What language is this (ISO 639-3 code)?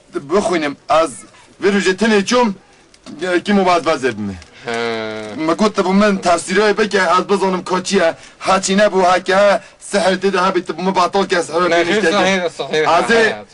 kur